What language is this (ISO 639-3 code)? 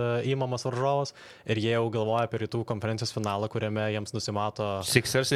lit